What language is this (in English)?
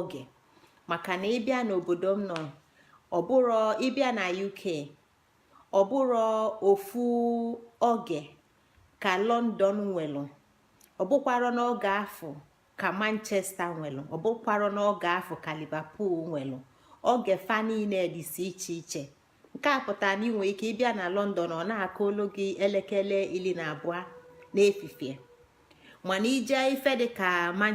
Igbo